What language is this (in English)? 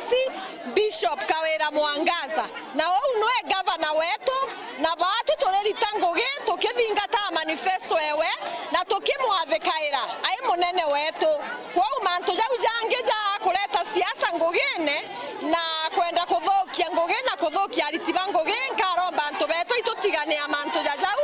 Meru